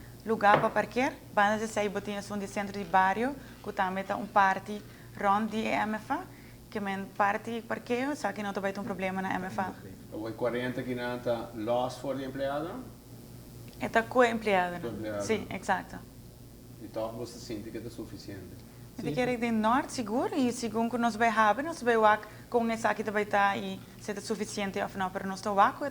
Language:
Papiamento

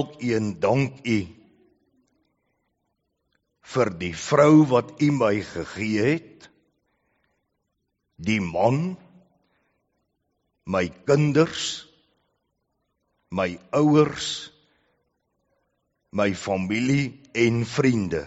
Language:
Afrikaans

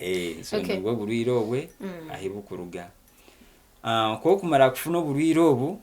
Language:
Nyankole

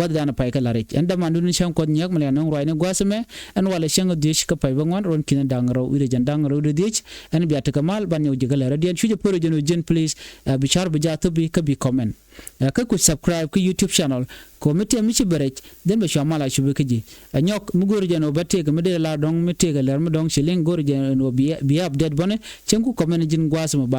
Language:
Nuer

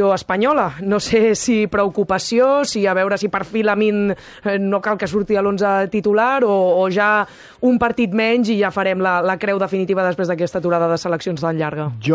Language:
Catalan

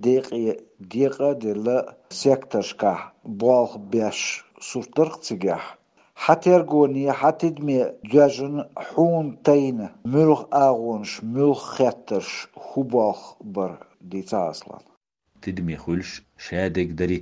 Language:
Chechen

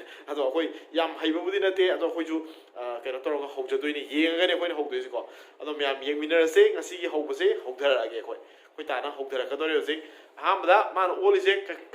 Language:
Manipuri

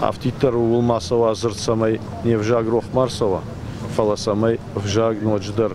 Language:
Ossetic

